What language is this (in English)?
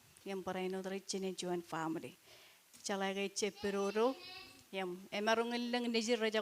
Marshallese